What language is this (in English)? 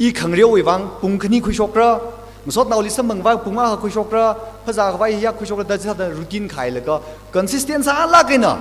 Tangkhul Naga (India)